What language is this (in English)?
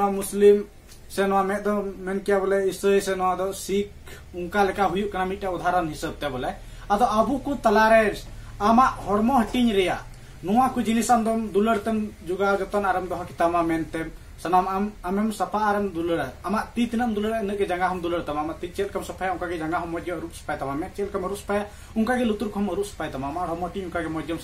Santali